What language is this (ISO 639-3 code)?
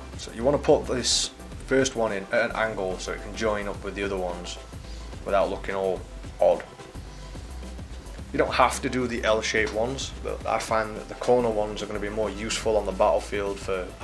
eng